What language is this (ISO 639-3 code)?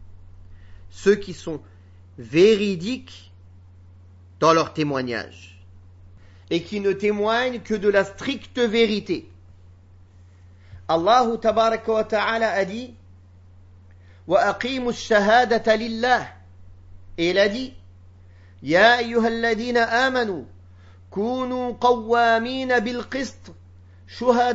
fra